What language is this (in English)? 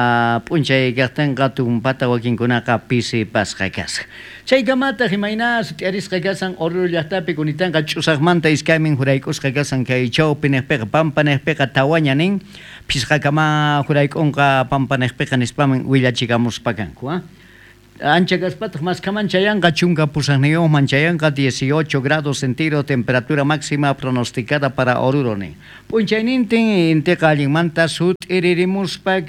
South Bolivian Quechua